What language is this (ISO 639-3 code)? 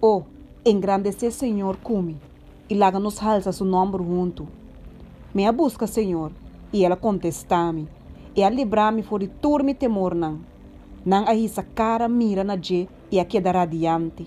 pap